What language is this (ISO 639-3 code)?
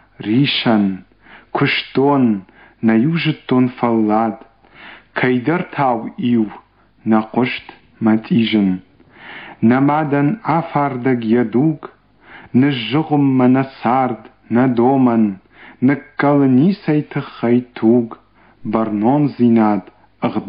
oss